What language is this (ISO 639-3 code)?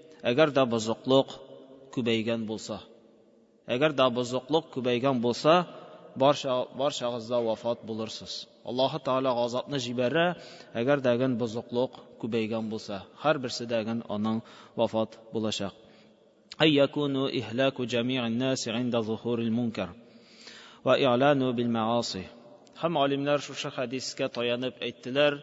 tat